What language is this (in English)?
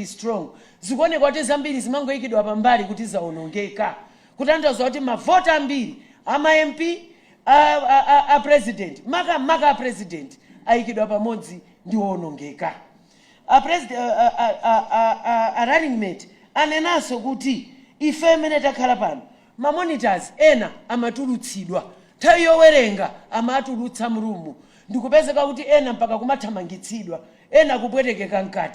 Nyanja